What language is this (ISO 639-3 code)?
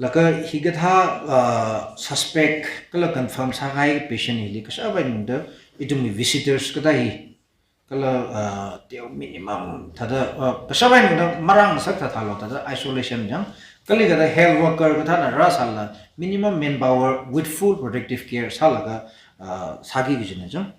nmf